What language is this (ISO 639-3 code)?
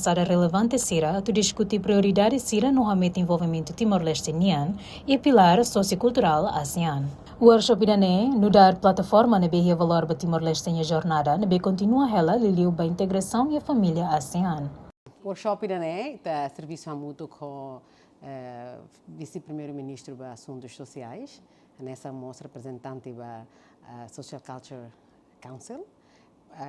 tet